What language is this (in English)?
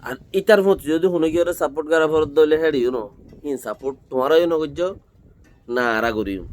Rohingya